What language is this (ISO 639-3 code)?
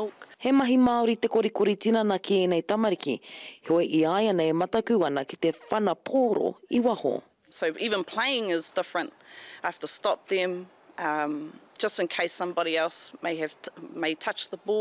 mri